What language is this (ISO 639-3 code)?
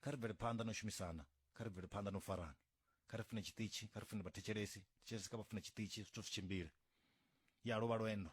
ven